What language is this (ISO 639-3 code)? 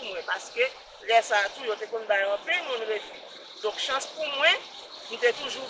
hat